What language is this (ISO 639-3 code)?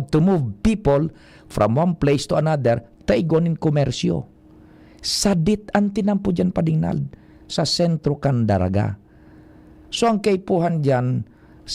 bik